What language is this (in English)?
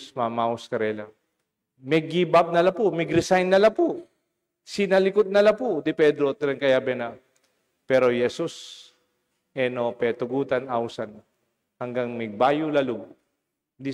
Pampanga